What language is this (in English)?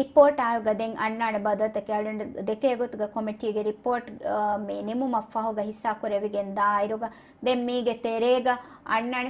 Divehi